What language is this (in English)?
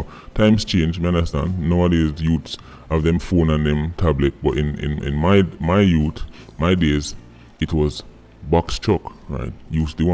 Jamaican Creole English